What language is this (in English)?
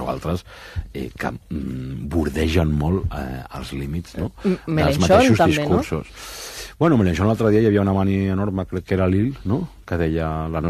Catalan